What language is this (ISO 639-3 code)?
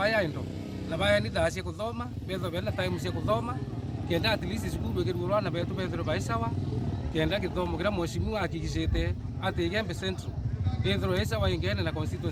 mer